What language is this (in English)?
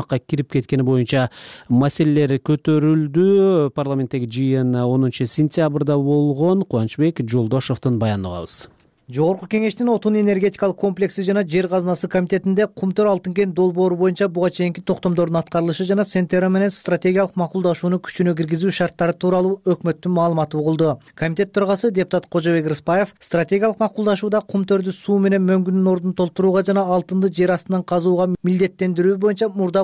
Kyrgyz